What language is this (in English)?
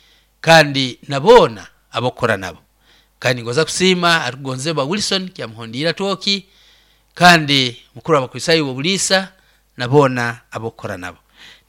Nyoro